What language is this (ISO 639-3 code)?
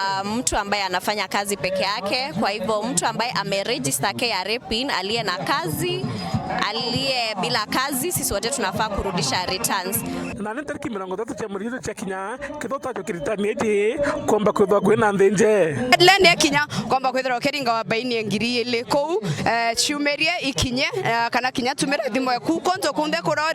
mer